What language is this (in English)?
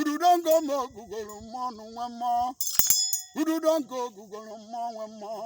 Igbo